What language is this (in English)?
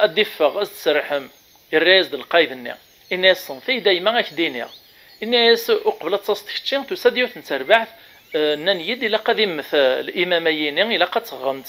Kabyle